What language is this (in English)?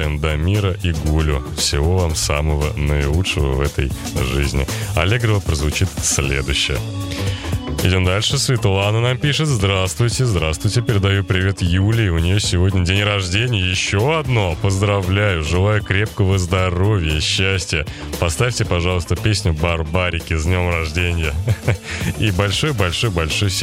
Russian